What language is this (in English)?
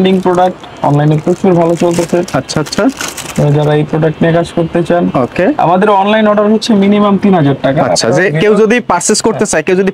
Bangla